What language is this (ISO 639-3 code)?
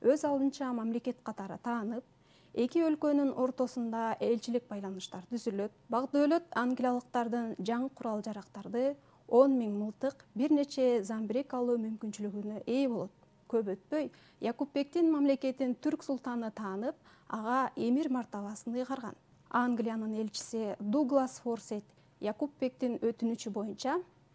kir